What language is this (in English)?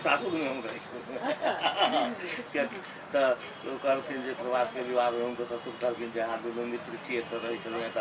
Maithili